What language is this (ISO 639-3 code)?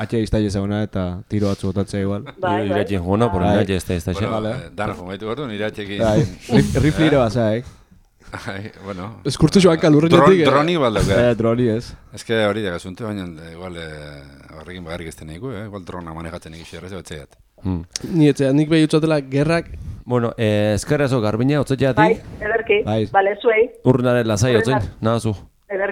eus